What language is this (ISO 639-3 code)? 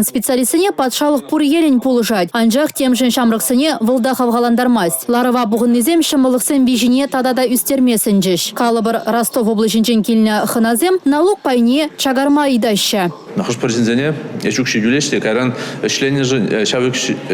chv